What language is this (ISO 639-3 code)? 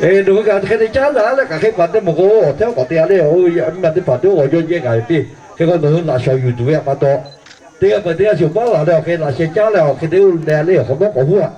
lhu